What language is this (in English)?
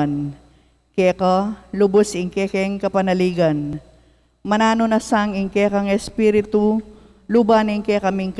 Pampanga